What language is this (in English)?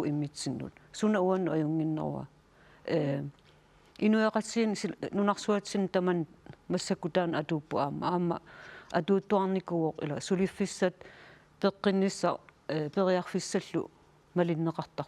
Kalaallisut